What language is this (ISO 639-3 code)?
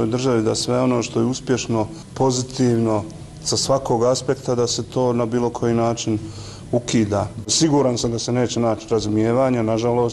bos